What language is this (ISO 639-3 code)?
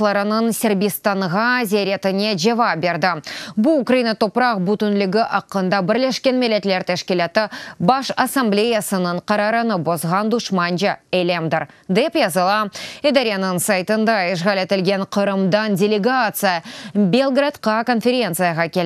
crh